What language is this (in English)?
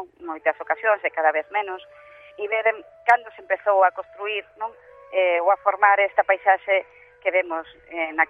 Galician